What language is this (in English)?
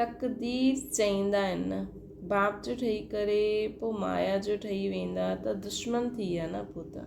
Sindhi